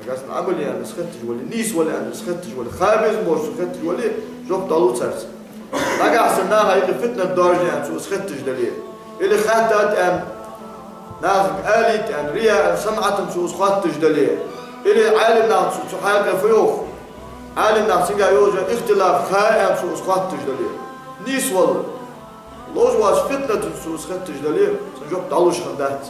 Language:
Ingush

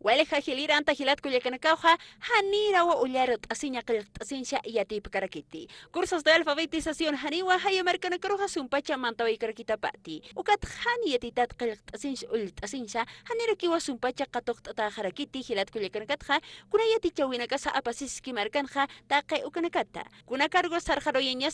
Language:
Aymara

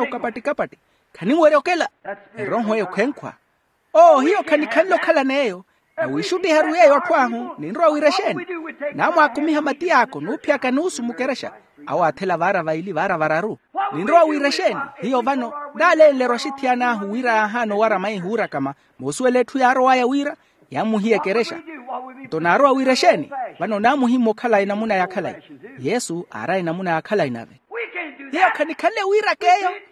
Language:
Makhuwa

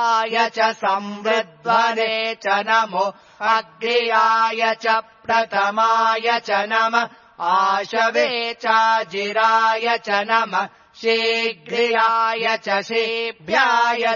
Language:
Sanskrit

